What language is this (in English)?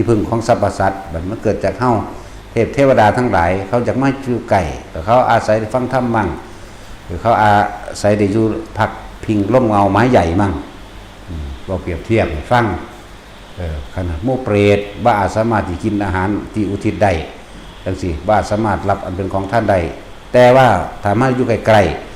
Northeastern Thai